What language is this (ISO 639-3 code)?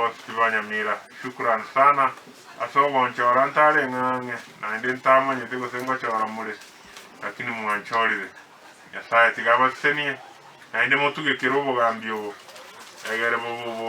guz